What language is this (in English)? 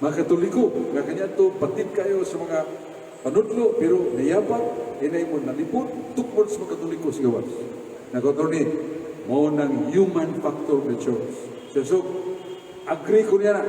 Cebuano